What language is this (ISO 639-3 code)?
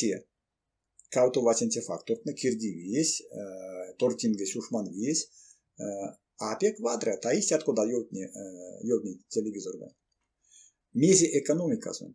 myv